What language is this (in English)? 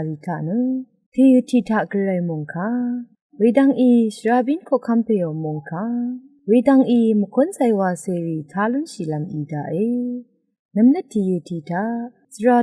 Rawang